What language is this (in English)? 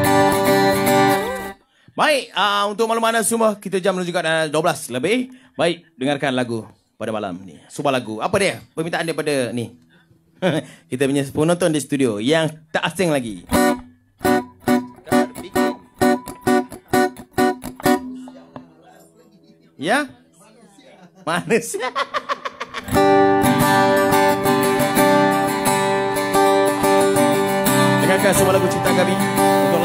Malay